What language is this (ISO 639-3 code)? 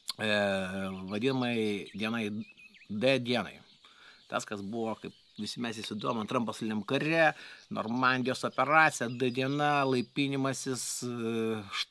lit